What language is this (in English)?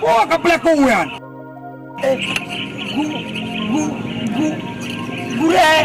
Achinese